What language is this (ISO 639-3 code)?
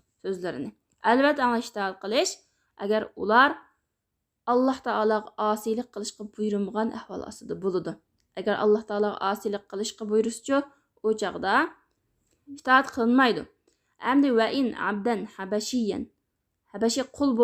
uig